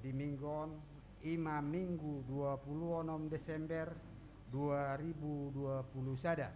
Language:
Batak Toba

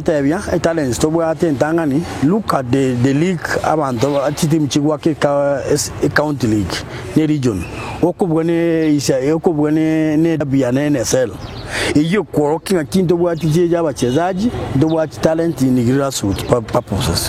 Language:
Gusii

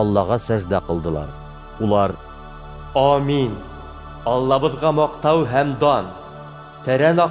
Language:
Bashkir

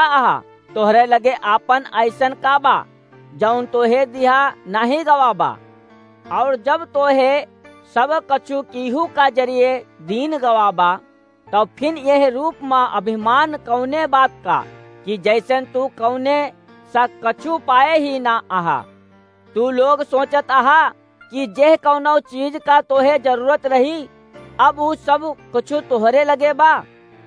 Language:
Awadhi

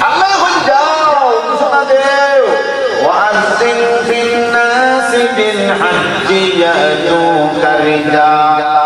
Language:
Sylheti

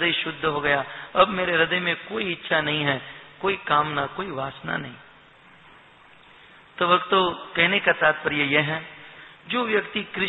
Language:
Hindi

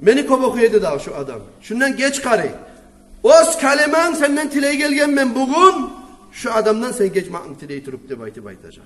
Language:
Kumyk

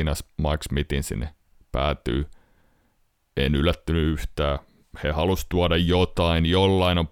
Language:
Finnish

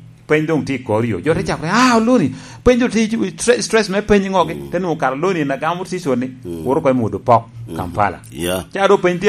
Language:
Lango (Uganda)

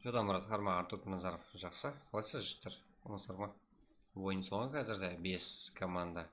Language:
Kara-Kalpak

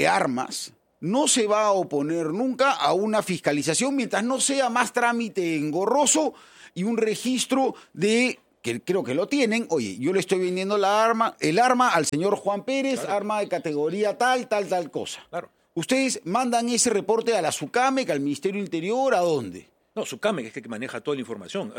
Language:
Spanish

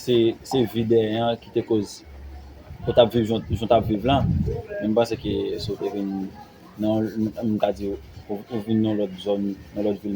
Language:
Haitian Creole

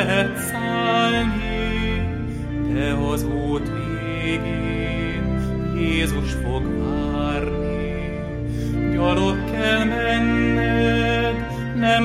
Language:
Hungarian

